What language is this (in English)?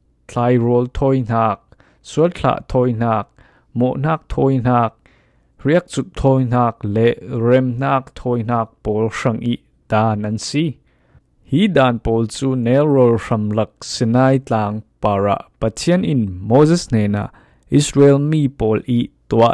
Falam Chin